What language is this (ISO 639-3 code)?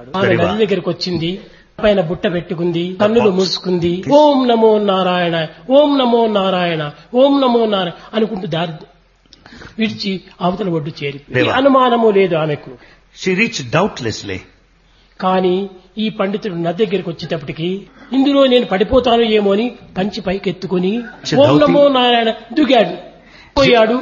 tel